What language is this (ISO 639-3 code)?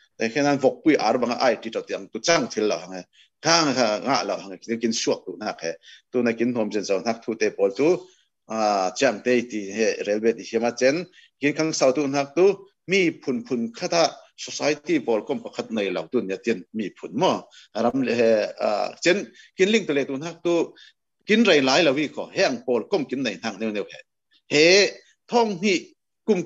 cfm